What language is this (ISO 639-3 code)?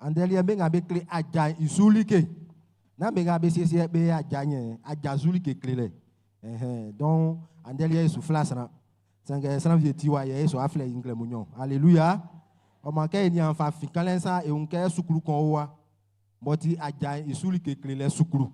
bci